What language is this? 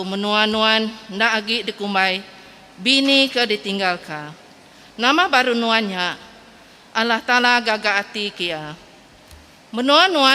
Iban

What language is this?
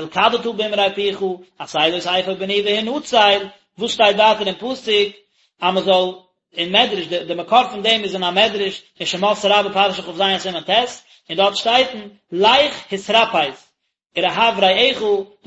Yiddish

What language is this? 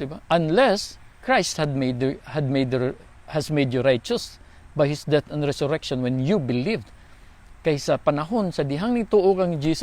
Cebuano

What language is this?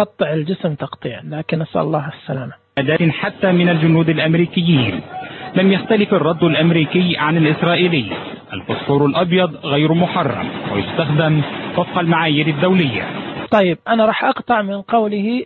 Najdi Arabic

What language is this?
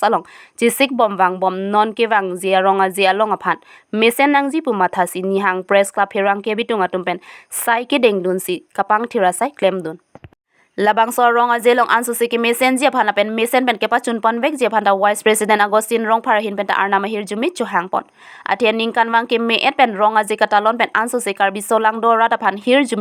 Karbi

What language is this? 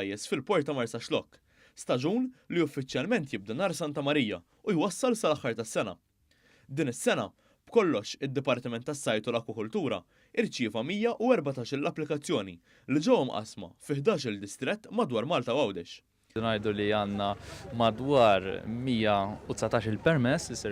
Maltese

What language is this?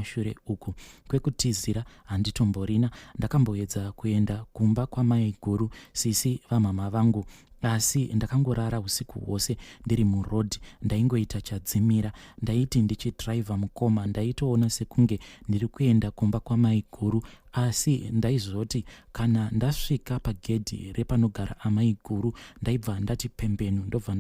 Shona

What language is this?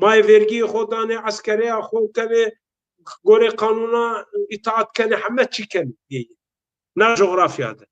Zaza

